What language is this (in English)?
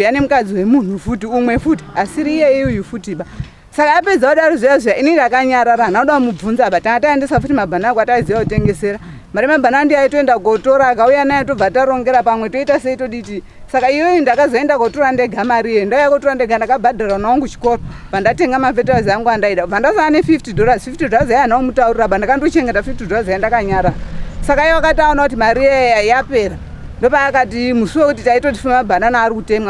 Shona